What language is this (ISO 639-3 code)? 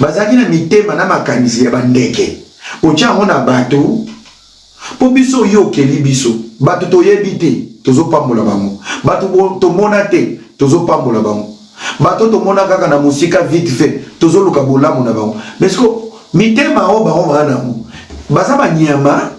lin